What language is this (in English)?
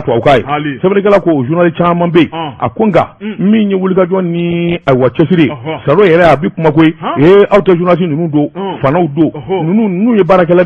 Bambara